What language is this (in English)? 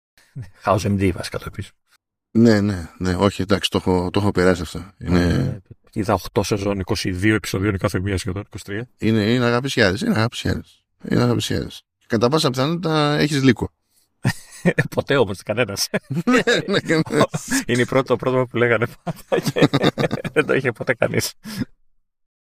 Greek